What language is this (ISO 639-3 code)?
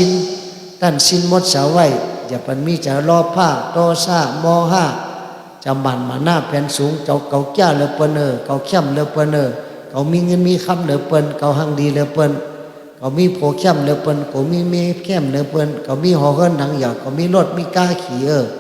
shn